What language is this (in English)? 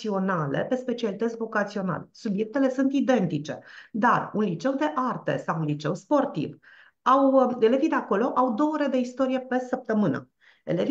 Romanian